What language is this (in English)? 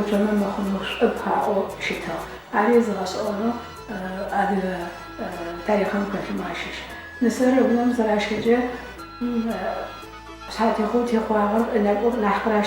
Adyghe